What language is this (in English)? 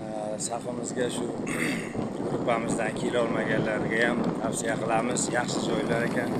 Uzbek